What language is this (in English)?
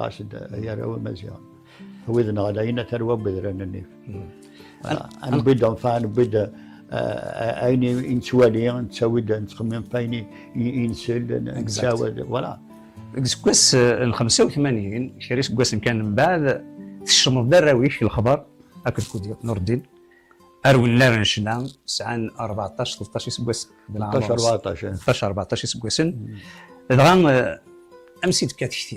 Kabyle